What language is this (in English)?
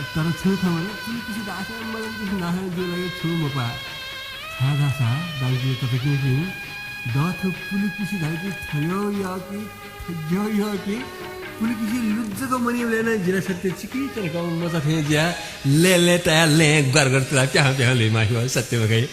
Newari